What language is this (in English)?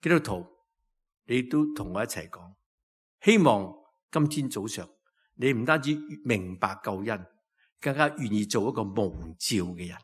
Cantonese